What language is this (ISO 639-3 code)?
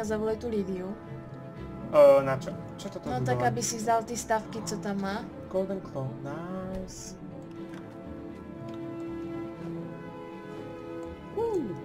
slk